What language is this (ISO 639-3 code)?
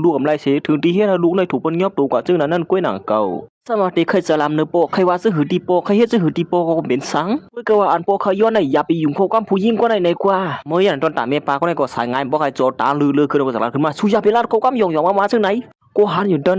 shn